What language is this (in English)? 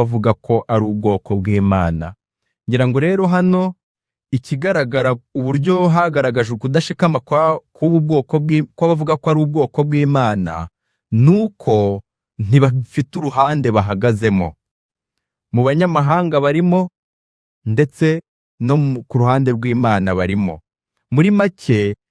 Kinyarwanda